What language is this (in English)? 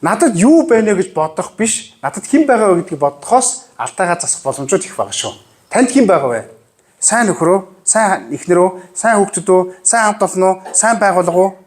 Mongolian